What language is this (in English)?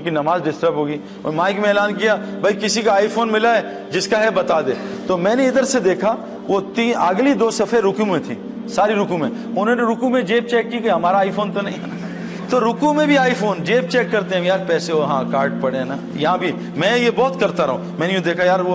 Urdu